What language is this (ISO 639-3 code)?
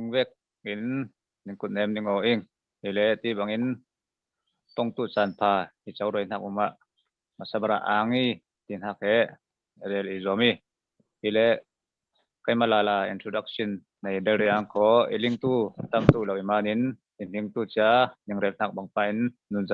cfm